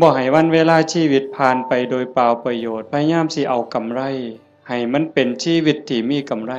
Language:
Northeastern Thai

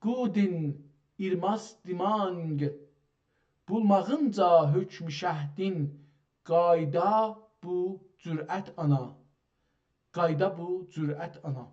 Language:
South Azerbaijani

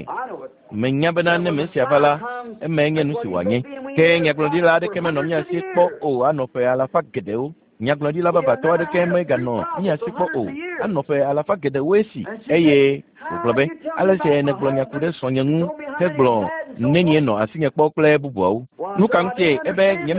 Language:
Ewe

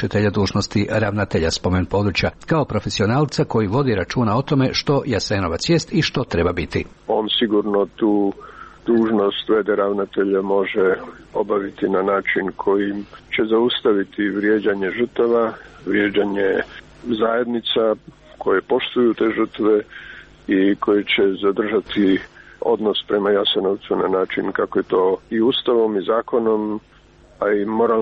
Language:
Croatian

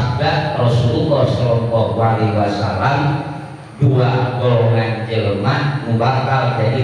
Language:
Sundanese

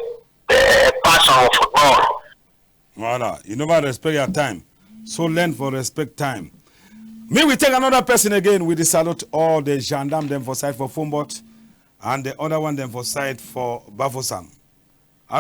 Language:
Cameroon Pidgin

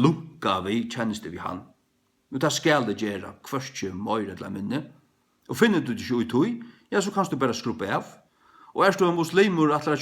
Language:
Faroese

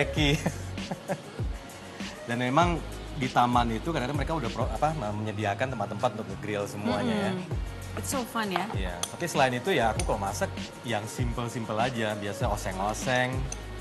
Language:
Indonesian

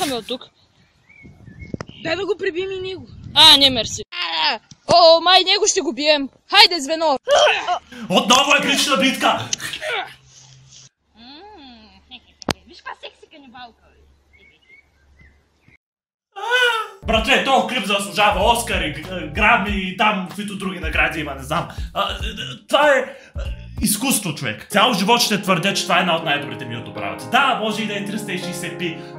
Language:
Bulgarian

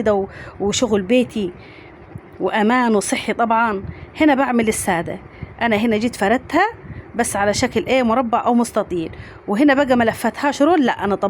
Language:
Egyptian Arabic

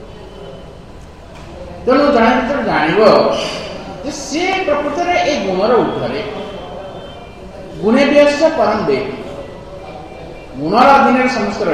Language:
Odia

